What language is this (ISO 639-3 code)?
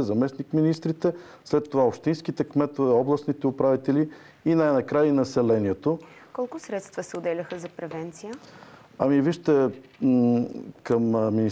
bul